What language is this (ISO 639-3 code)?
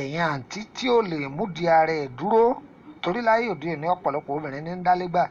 yor